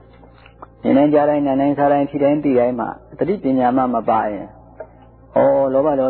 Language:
Burmese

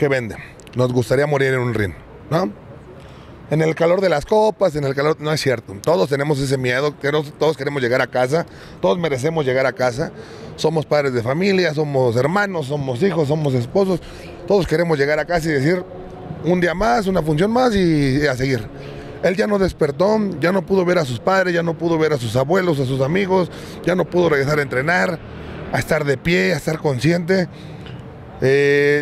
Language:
Spanish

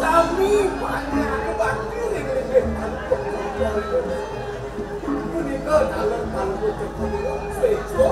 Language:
Balinese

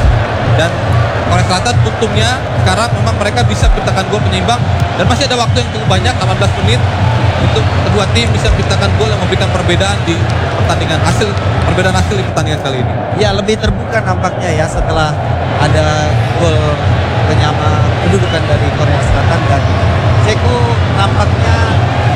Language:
Indonesian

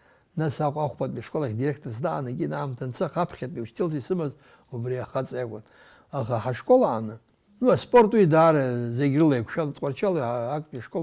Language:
Abkhazian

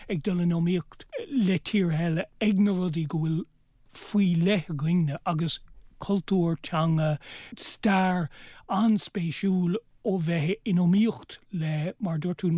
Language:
Irish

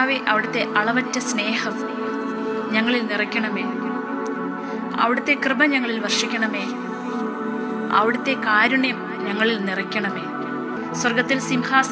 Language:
Malayalam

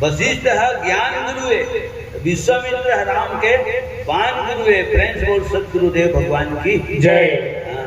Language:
Chhattisgarhi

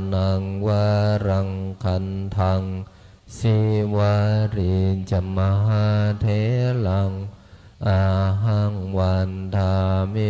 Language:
Pali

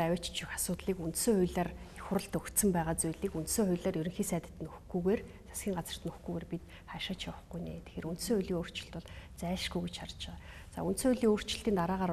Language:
Mongolian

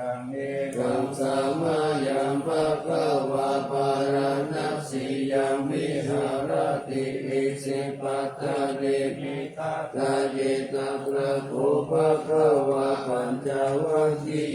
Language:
Pali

